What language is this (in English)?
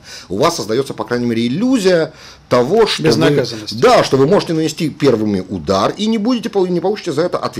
Russian